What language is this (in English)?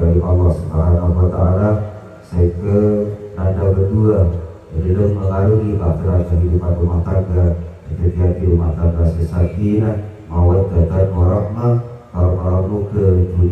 Madurese